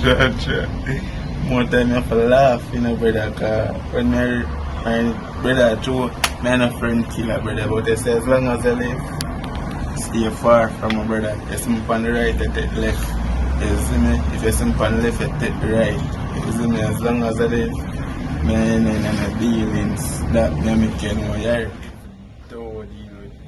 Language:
Jamaican Creole English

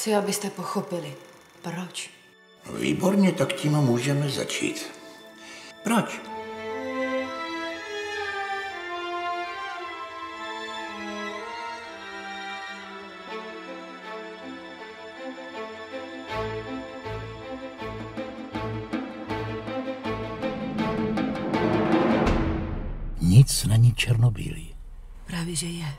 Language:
Czech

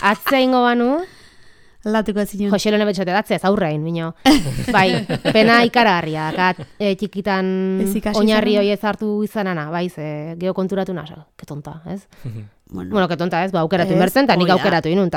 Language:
Basque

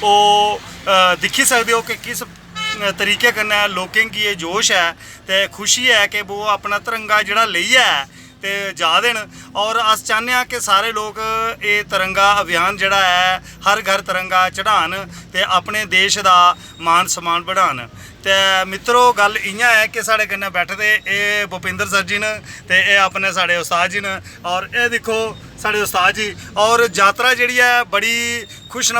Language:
Dogri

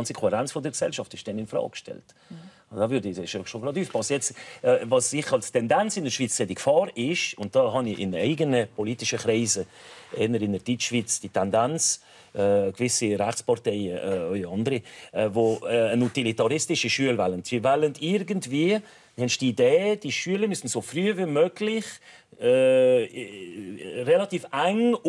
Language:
Swiss German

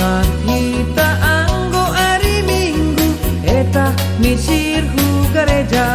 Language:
Batak Simalungun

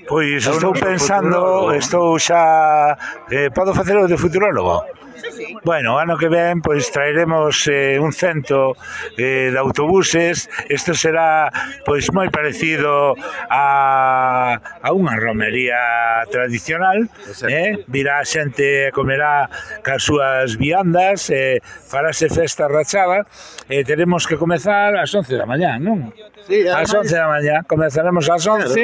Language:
Galician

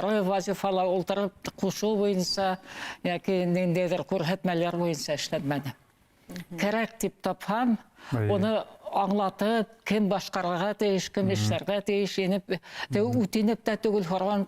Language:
Bashkir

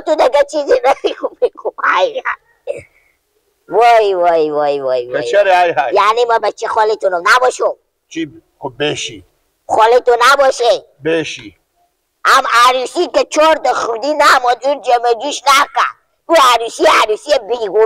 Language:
Persian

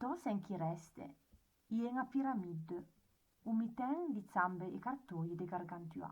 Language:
Arpitan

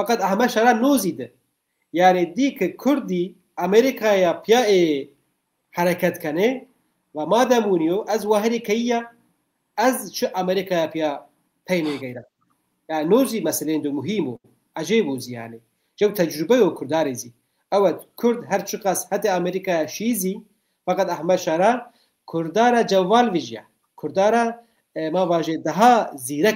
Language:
Zaza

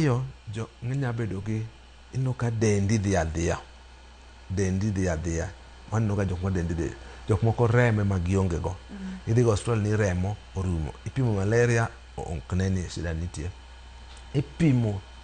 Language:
Luo (Kenya and Tanzania)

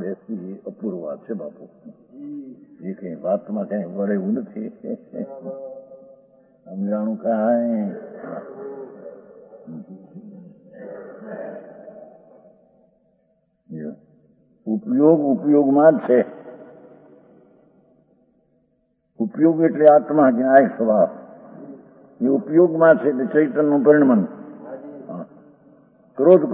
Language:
Gujarati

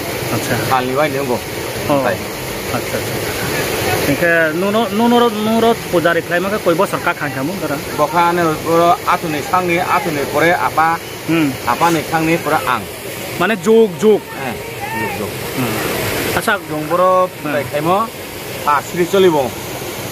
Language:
Riang (India)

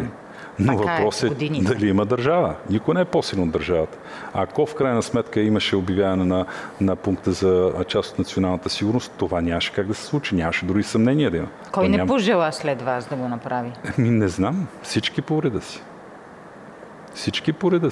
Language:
Bulgarian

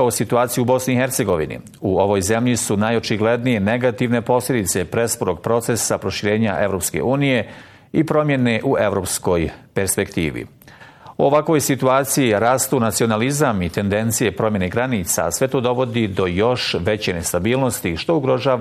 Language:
Bosnian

